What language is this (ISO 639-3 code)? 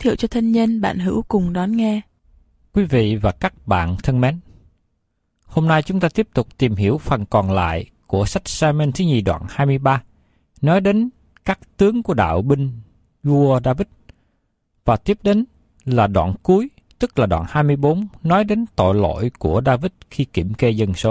vie